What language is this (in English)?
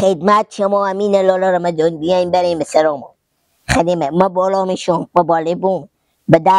Persian